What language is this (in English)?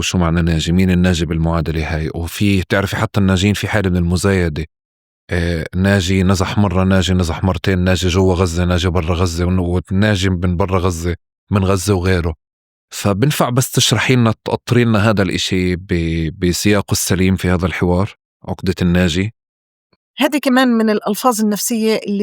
North Levantine Arabic